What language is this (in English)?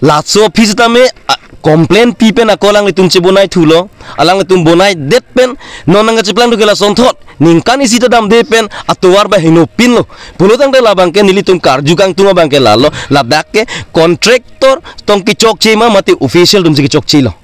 Karbi